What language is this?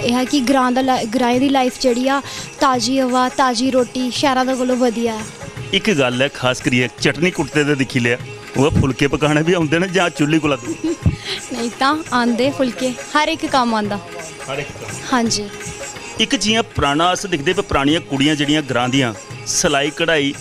Dogri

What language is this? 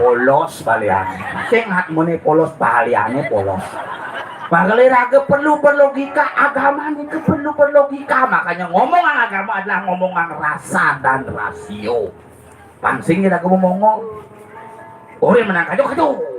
Balinese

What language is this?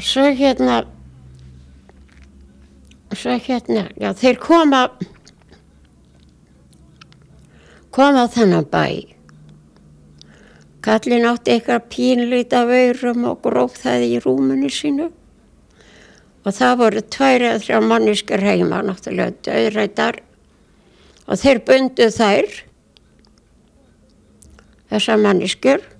Icelandic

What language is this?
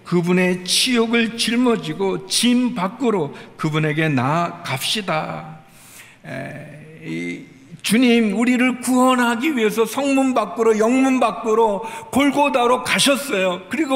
Korean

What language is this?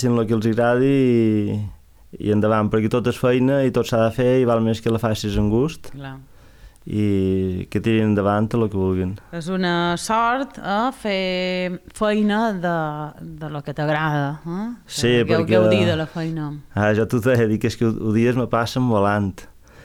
Catalan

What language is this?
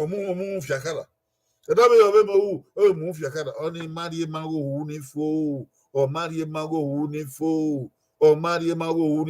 Bini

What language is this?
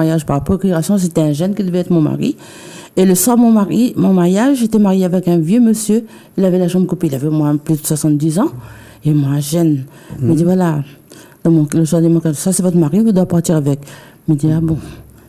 Réunion Creole French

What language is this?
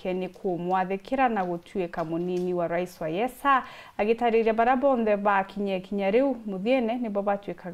Meru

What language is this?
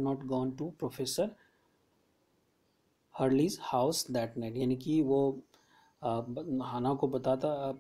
Hindi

